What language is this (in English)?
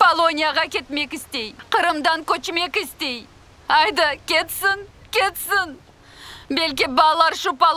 Crimean Tatar